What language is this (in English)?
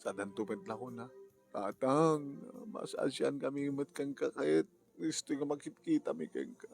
Iloko